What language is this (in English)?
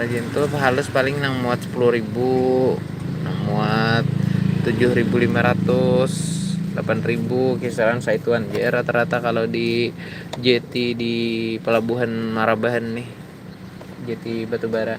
Banjar